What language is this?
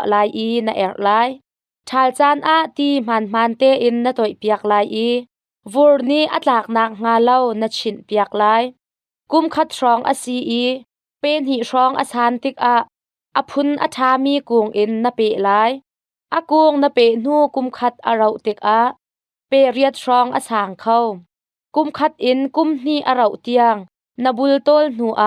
Hakha Chin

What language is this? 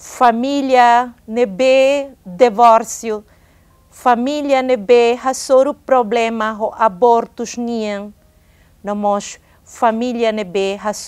Tetum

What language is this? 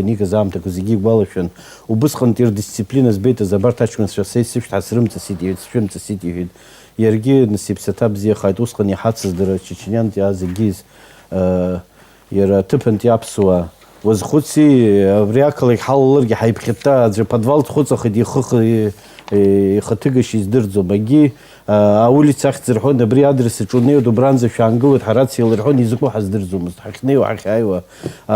Abkhazian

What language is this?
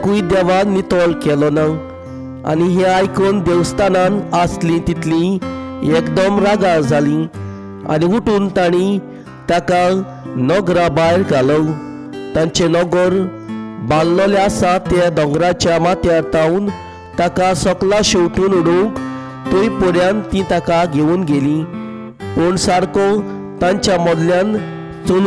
Konkani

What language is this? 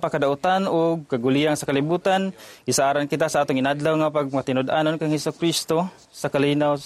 Cebuano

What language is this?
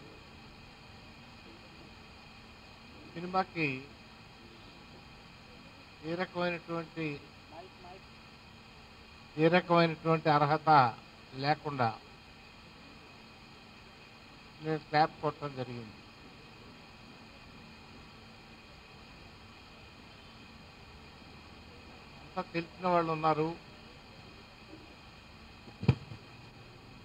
Telugu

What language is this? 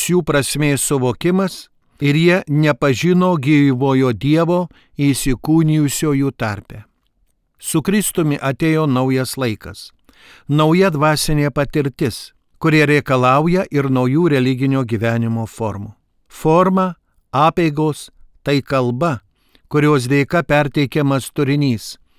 Lithuanian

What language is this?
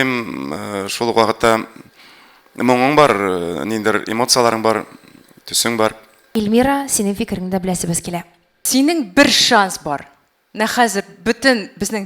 Tatar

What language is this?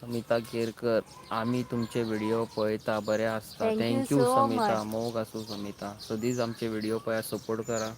Konkani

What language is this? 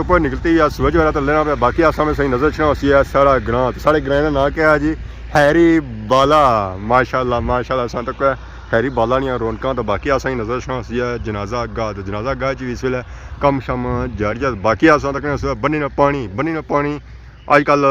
Pahari-Potwari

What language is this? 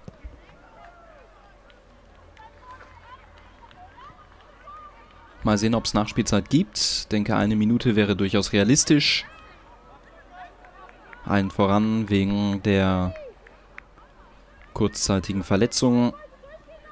German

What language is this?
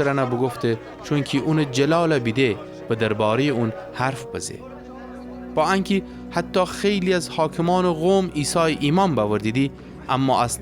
Gilaki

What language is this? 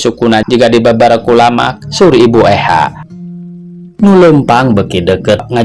Sundanese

